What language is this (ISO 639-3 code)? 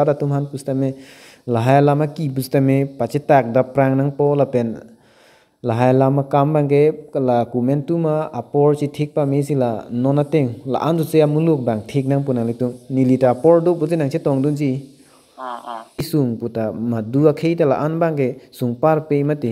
mjw